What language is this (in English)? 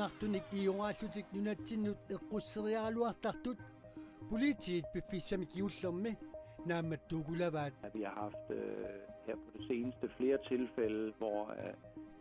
Kalaallisut